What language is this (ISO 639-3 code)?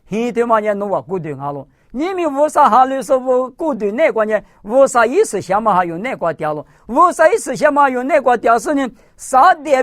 lis